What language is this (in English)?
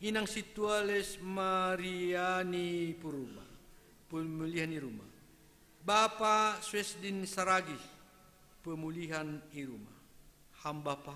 Batak Simalungun